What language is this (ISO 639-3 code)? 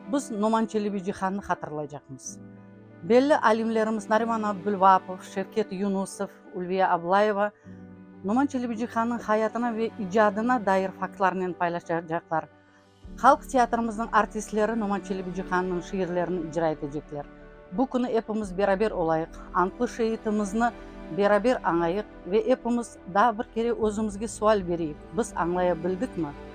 crh